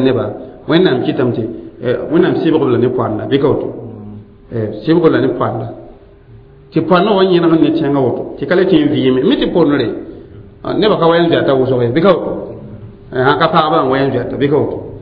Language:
Mossi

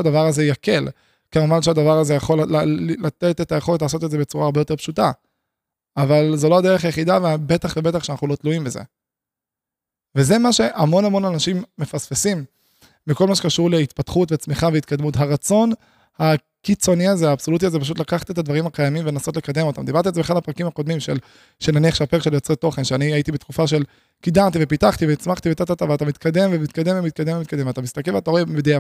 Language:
Hebrew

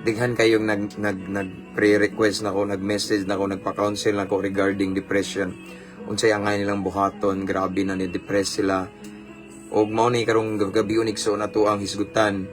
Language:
Cebuano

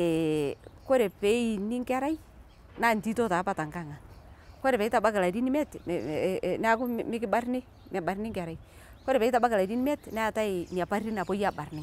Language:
Masai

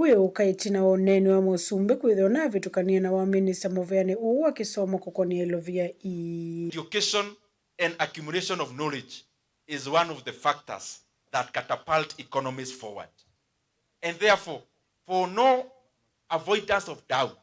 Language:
Kamba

